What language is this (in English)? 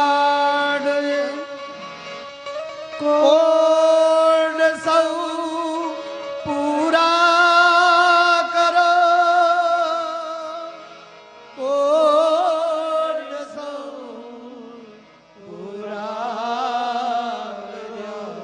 Gujarati